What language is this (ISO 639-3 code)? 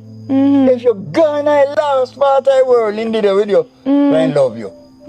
jam